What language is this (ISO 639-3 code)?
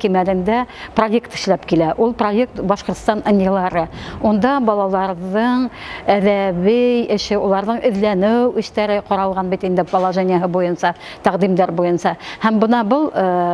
bak